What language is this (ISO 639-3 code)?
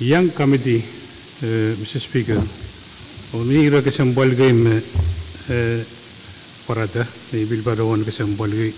pon